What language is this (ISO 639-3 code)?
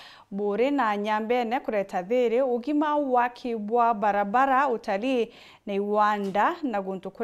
mer